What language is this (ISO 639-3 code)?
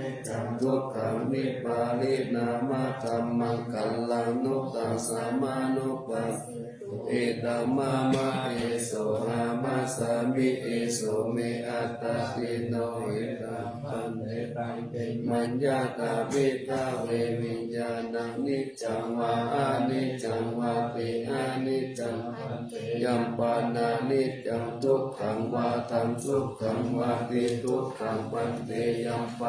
pli